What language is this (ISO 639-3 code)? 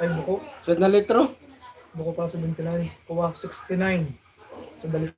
bik